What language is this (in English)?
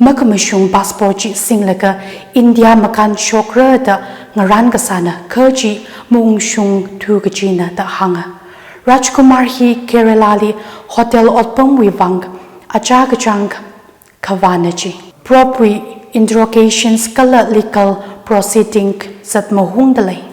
Tangkhul Naga (India)